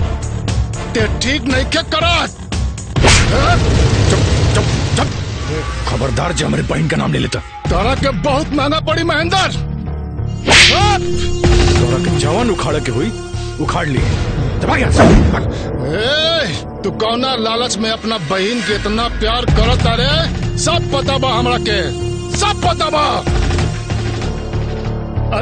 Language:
Bhojpuri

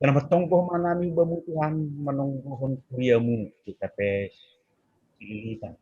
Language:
Batak Simalungun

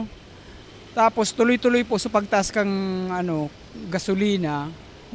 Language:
Bikol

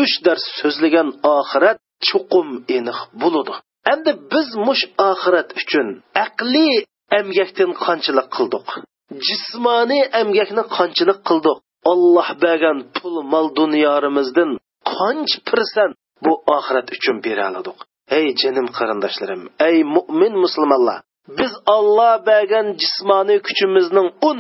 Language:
Uyghur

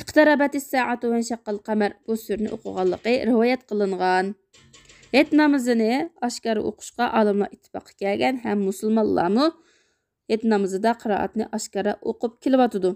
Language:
Uyghur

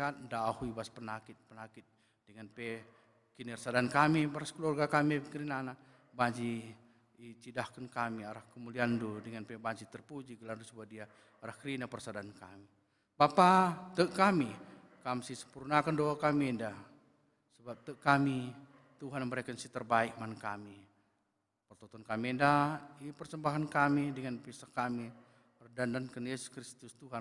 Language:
Batak Karo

